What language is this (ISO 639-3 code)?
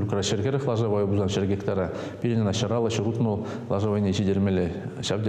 chv